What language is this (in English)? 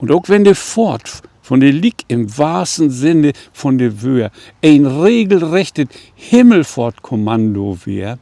Low German